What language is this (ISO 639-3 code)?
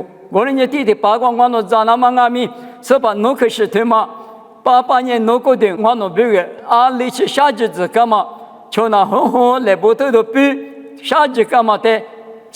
lis